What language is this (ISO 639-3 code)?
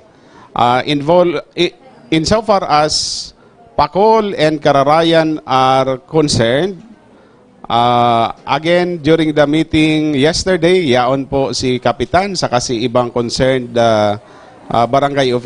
bik